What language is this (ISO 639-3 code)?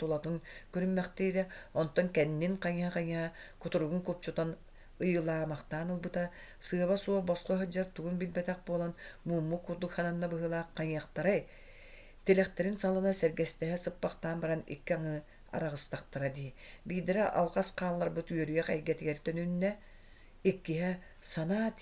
sah